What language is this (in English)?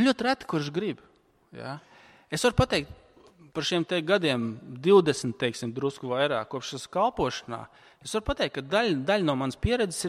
Latvian